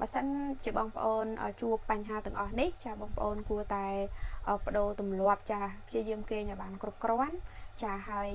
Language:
Khmer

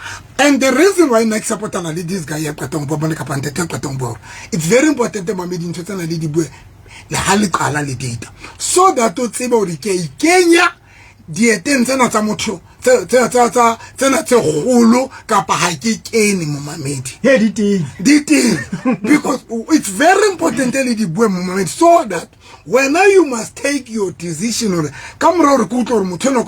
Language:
Southern Sotho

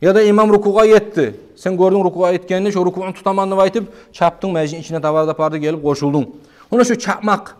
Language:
Kumyk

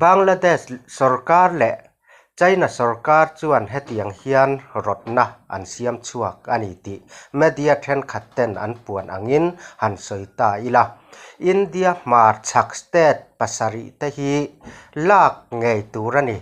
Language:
Mizo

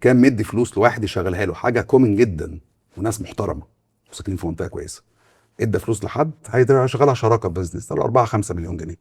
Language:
Egyptian Arabic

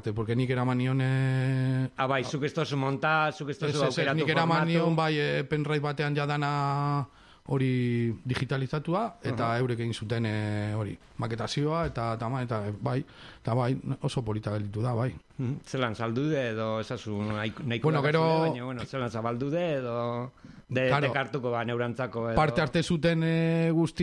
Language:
Basque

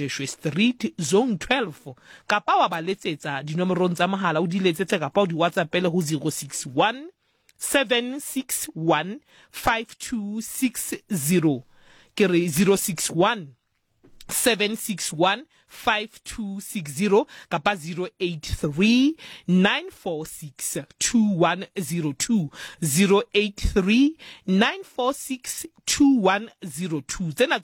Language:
Southern Sotho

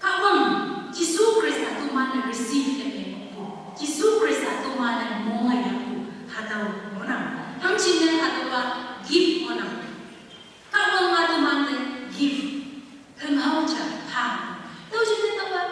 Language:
Konyak Naga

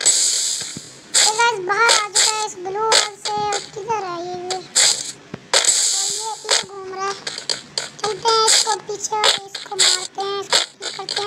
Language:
Hindi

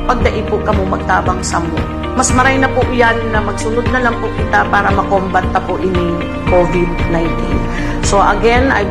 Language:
Bikol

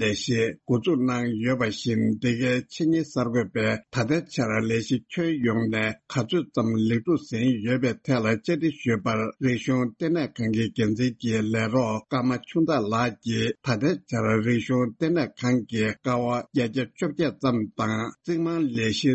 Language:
Tibetan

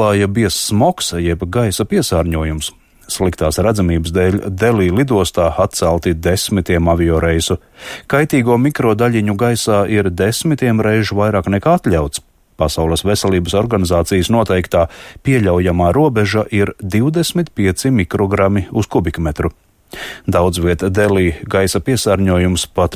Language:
Latvian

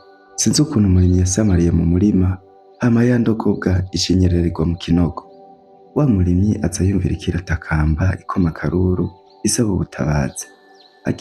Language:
Rundi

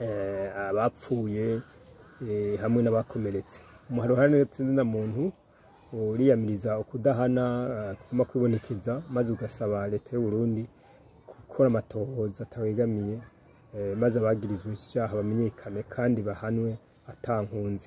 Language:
Rundi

